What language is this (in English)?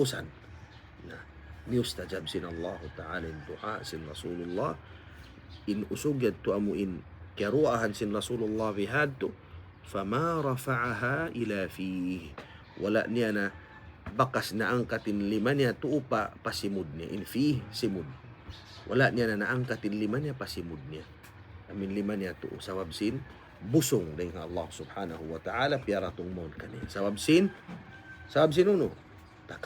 Tausug